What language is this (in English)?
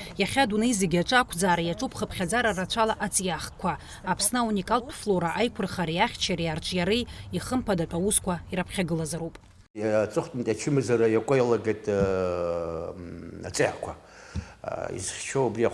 Abkhazian